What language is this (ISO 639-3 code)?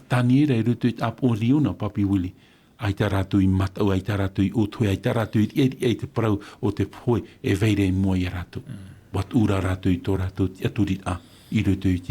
tah